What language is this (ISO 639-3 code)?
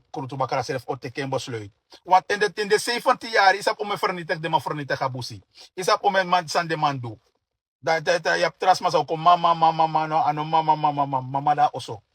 srn